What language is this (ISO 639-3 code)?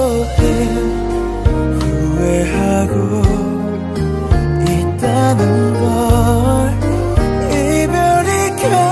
kor